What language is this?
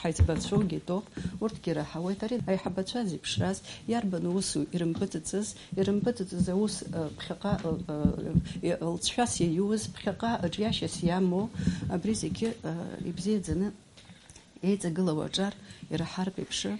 Abkhazian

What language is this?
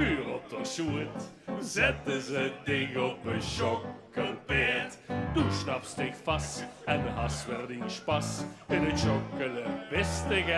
Limburgish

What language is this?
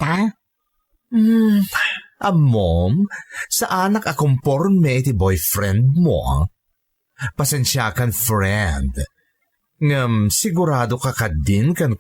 Iloko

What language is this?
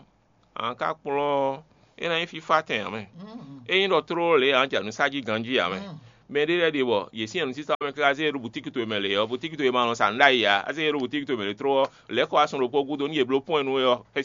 Fon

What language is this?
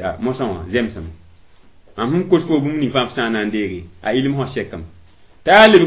Mossi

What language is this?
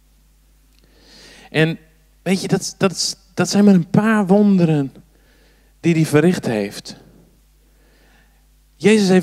Dutch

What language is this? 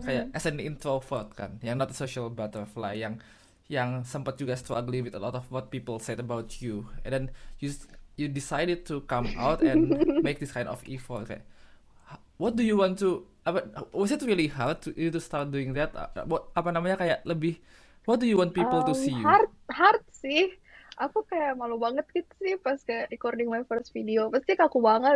Indonesian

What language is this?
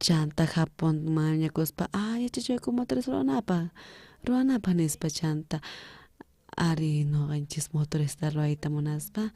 South Bolivian Quechua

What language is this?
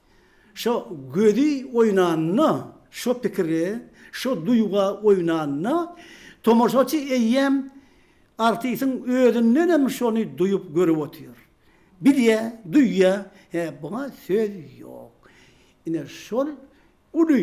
Turkmen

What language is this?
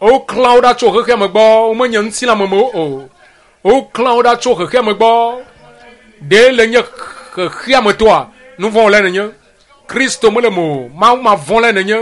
Ewe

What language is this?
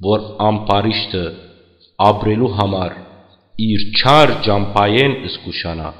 Western Armenian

